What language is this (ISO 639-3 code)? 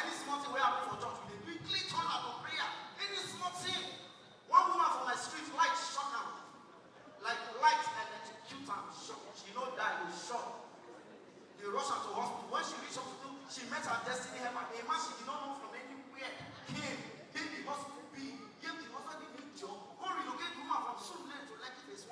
pcm